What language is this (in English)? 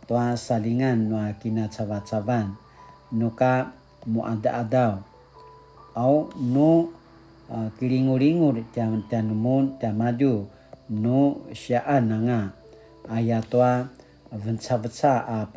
Paiwan